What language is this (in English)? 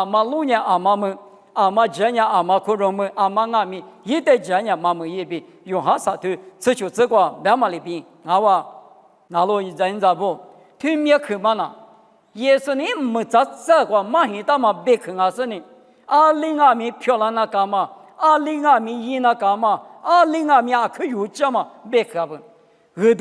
Lisu